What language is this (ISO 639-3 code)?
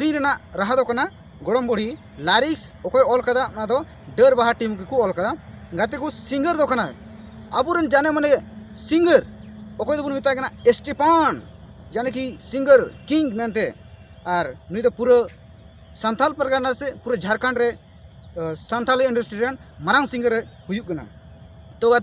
sat